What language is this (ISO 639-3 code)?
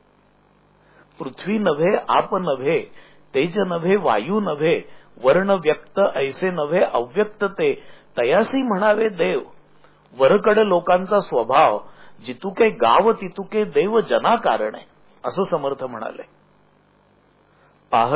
mar